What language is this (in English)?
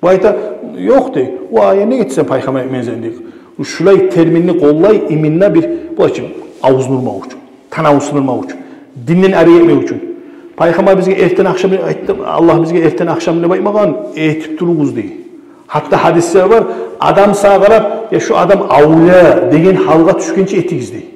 Kumyk